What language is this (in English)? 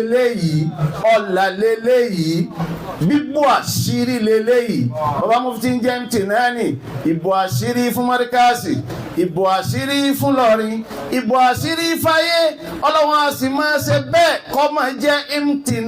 Yoruba